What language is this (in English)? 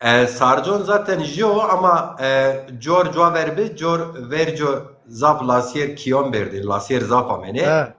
Zaza